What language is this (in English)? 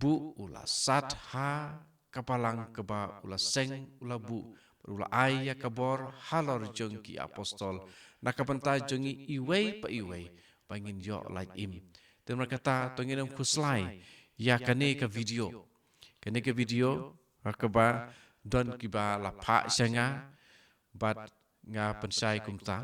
Khasi